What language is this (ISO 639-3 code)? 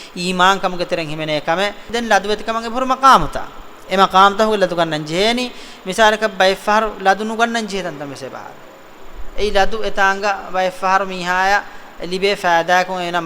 div